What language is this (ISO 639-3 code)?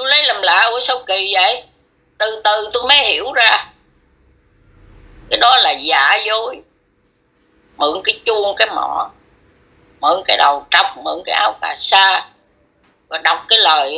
vie